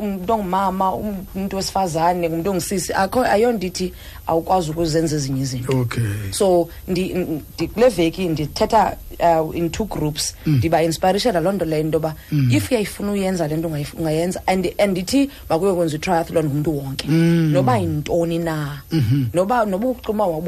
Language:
Xhosa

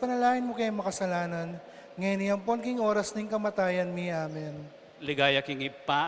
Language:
Pampanga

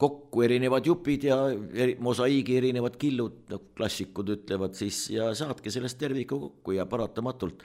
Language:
Estonian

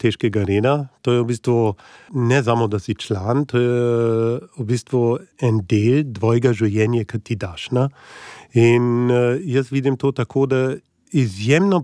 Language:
Slovenian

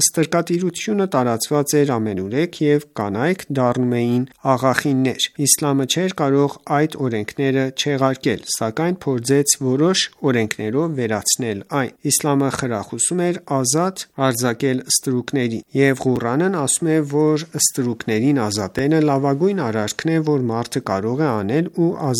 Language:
Armenian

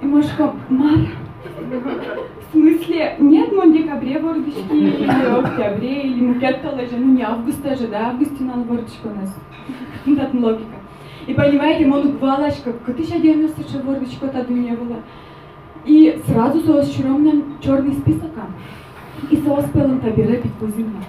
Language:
Udmurt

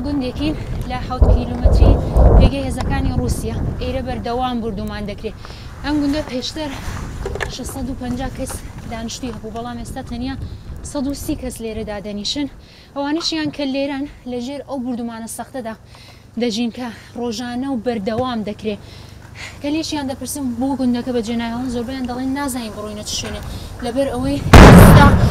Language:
Central Kurdish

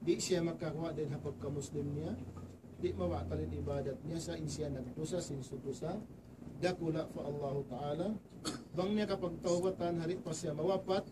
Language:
Tausug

